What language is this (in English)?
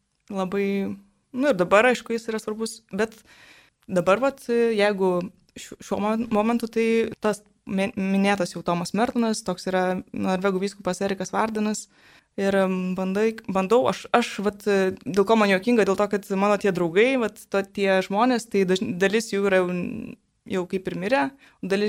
Lithuanian